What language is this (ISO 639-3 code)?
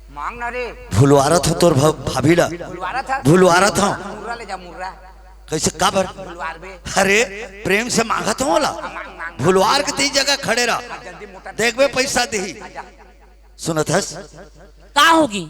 hne